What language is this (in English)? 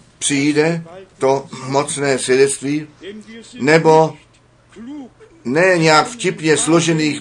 Czech